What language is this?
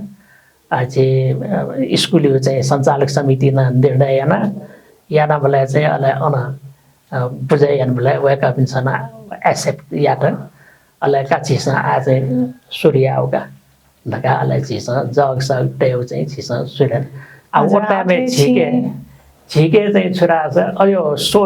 Newari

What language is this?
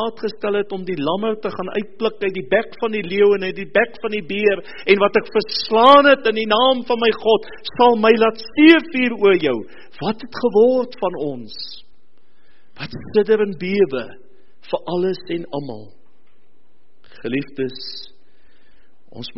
Afrikaans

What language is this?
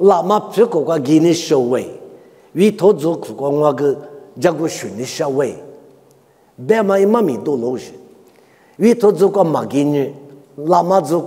Lisu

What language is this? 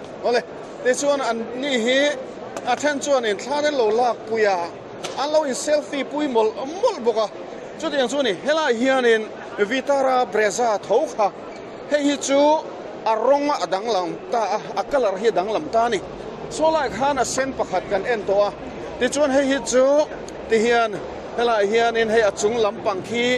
Mizo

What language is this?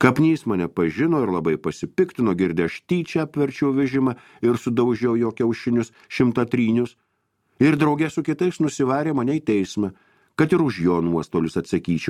Lithuanian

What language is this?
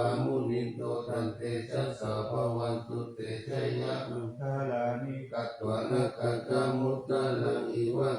Pali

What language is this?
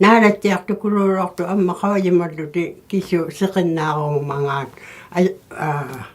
Inuktitut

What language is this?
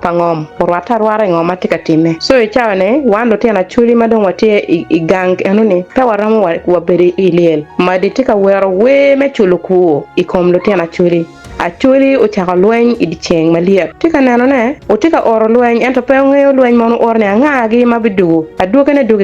Acoli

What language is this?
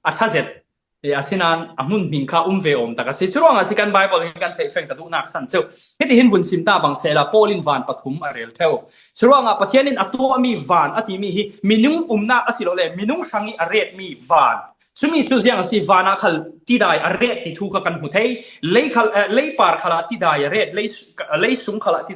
Falam Chin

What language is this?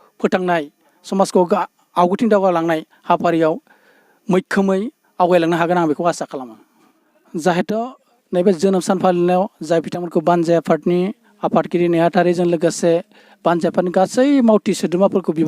Bodo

